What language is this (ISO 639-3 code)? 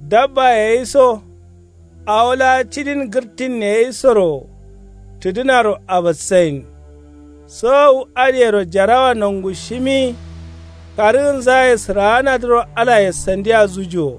kau